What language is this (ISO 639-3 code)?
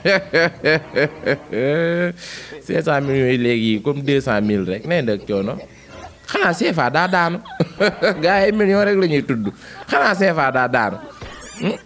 wol